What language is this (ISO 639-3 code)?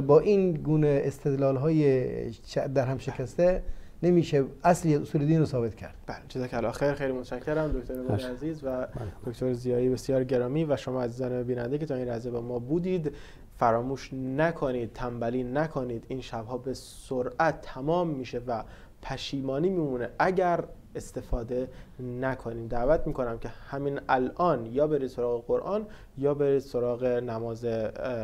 fas